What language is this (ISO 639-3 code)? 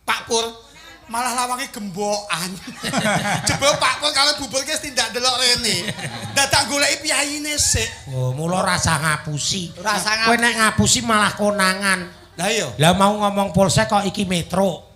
jav